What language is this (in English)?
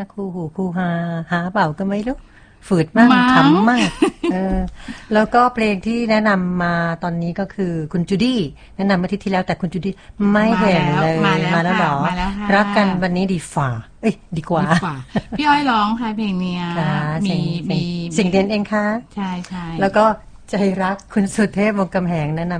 Thai